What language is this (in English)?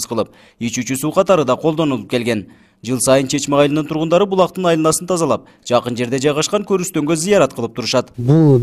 Kyrgyz